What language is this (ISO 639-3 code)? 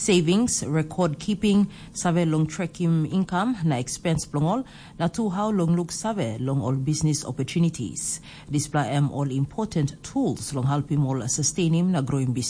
tpi